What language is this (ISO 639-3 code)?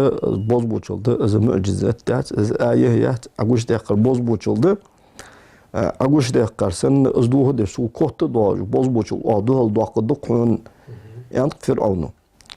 inh